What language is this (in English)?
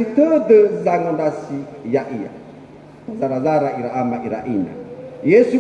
Nias